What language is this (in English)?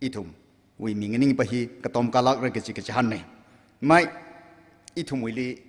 Tangkhul Naga (India)